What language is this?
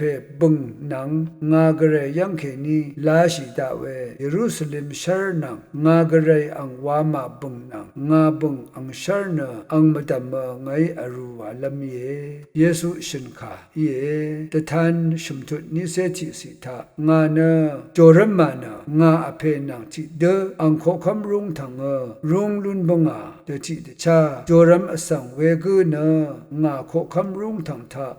Rawang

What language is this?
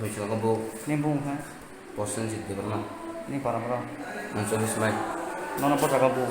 Kok Borok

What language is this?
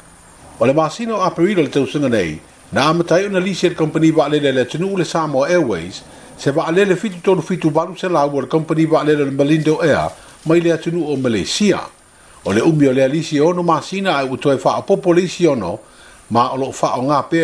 Samoan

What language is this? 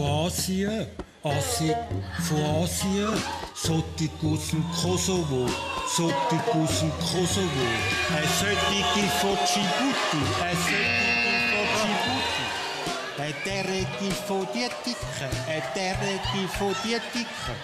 Swiss German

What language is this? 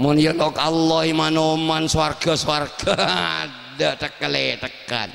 Madurese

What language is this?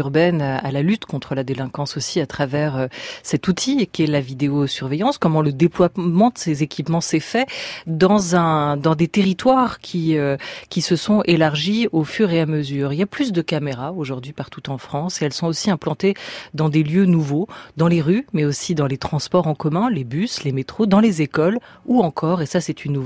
French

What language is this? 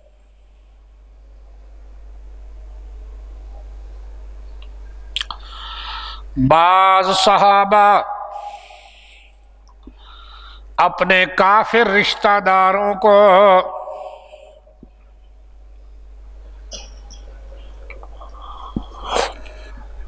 Urdu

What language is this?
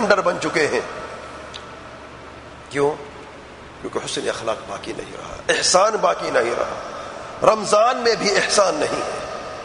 Urdu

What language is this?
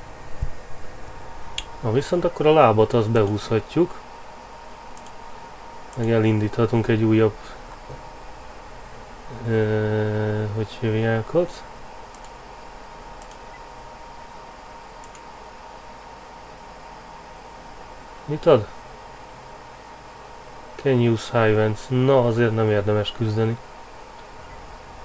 Hungarian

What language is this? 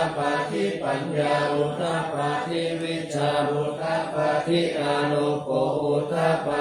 Pali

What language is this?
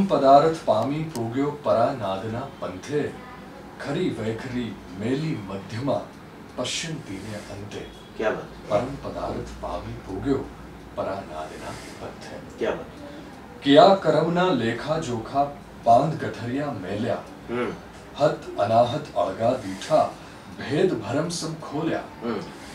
Gujarati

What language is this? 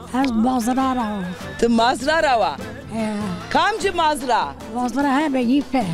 Zaza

